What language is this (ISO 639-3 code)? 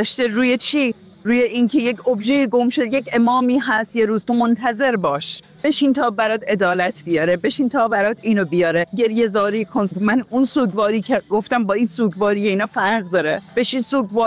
fas